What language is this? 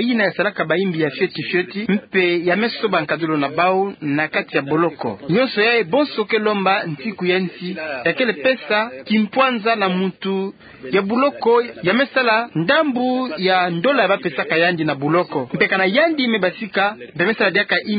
Kituba (Democratic Republic of Congo)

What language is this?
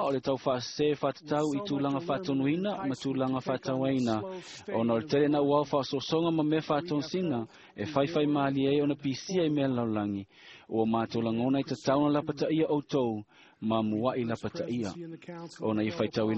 Samoan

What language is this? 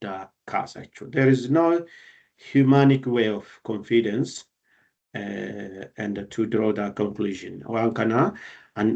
Oromo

